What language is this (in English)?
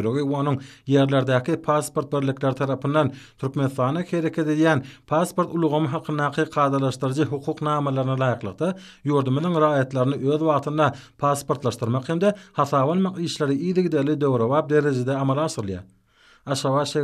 Turkmen